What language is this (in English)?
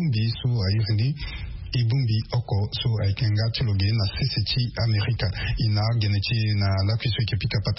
Sango